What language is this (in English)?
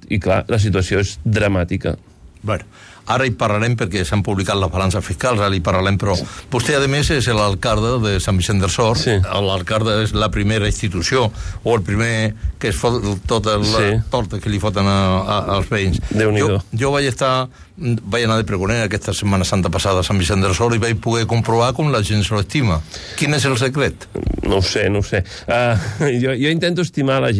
Catalan